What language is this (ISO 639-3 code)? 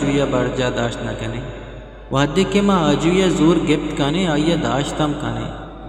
bgp